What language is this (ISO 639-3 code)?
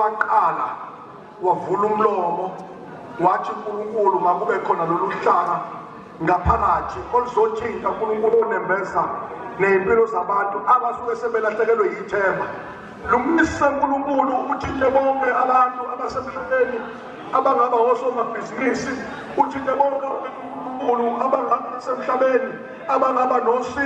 zul